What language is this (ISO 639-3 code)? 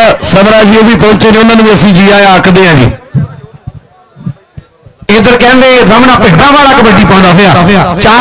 pan